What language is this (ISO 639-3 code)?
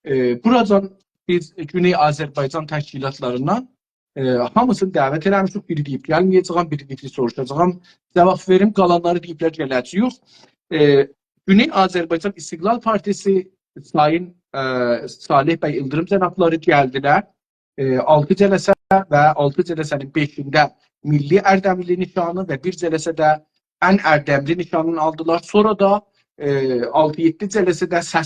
azb